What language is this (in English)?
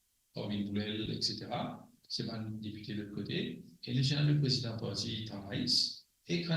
Morisyen